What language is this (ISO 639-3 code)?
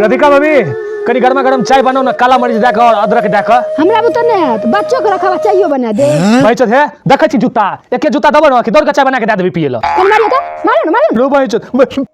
mai